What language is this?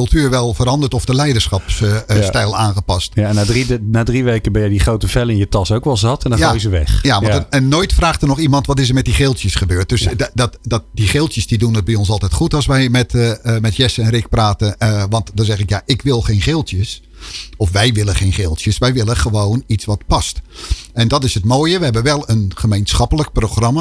Dutch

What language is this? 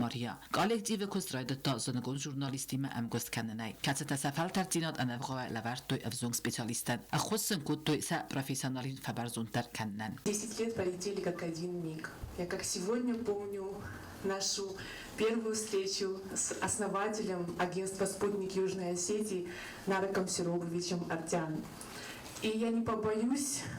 Ossetic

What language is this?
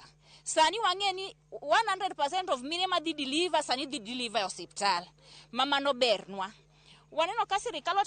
Luo (Kenya and Tanzania)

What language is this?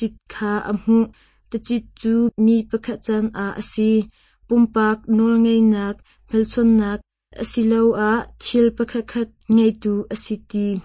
Hakha Chin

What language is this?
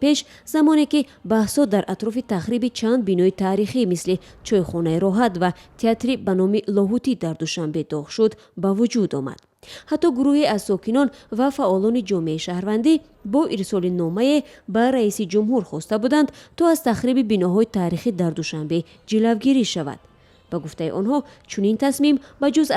Tajik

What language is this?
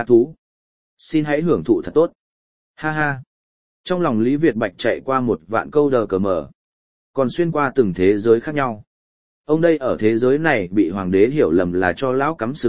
Vietnamese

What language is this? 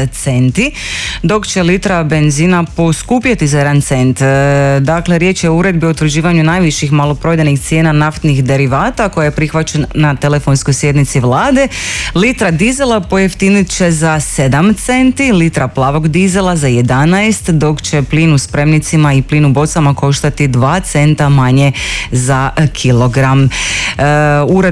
Croatian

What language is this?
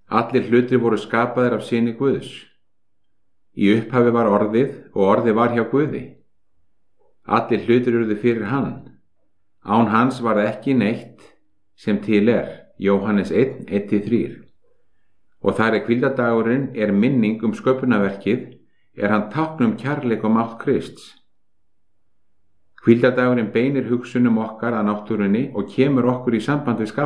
Icelandic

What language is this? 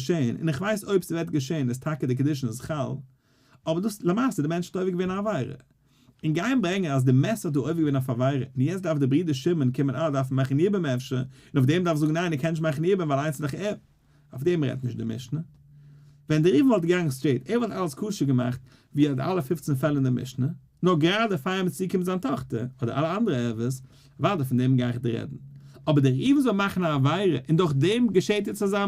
Yiddish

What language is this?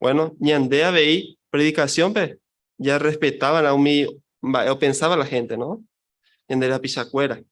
Guarani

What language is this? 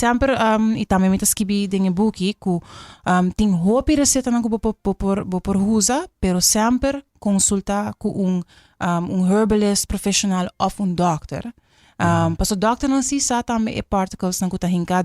Papiamento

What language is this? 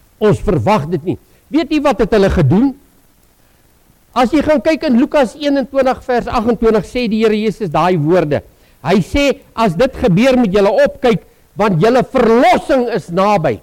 Afrikaans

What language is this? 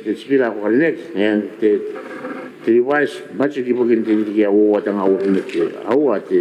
Gilbertese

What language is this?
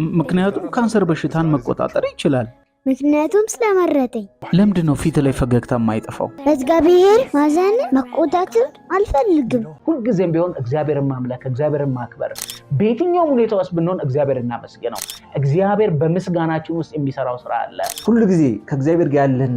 Amharic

